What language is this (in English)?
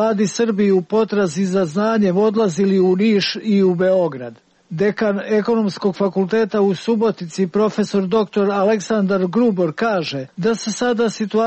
Serbian